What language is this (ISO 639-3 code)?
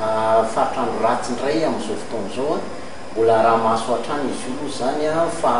mlg